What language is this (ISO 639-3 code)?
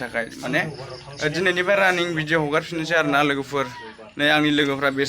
brx